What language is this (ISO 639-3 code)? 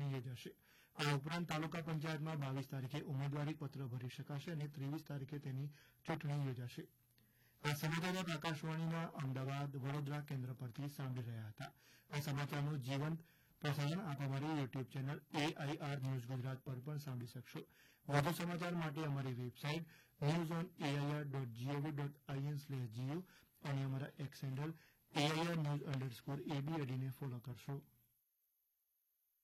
guj